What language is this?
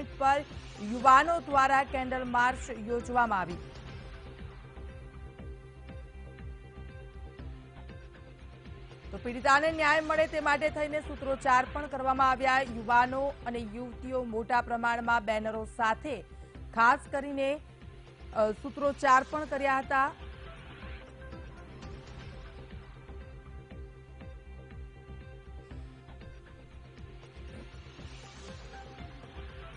Gujarati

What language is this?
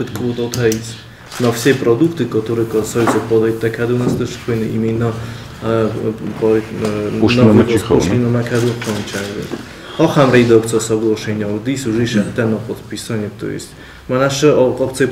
Ossetic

